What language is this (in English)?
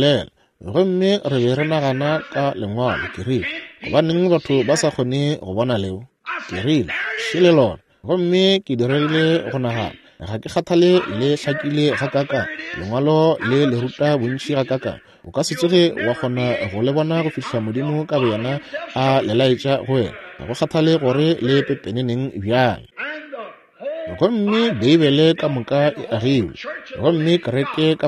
Northern Sotho